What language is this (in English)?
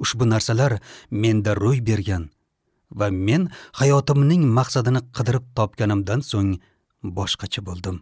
Uzbek